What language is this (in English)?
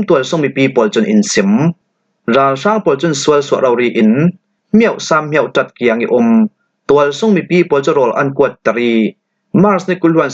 Falam Chin